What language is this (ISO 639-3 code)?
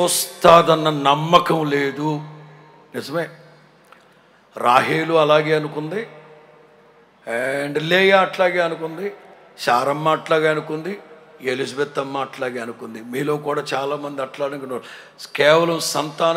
tel